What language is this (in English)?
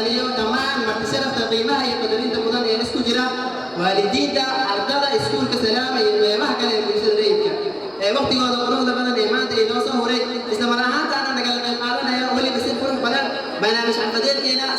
Somali